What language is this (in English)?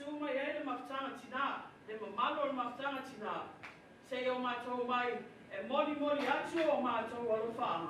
Samoan